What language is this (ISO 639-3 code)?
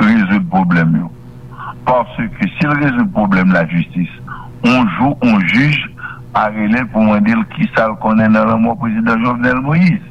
hat